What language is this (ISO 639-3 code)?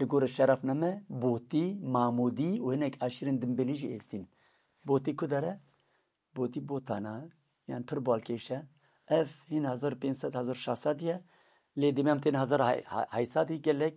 kur